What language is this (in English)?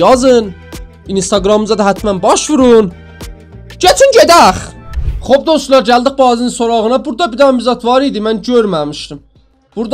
South Azerbaijani